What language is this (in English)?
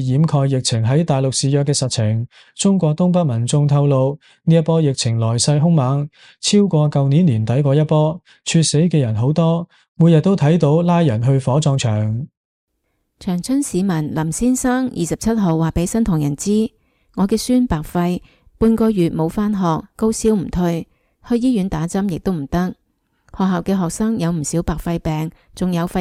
Cantonese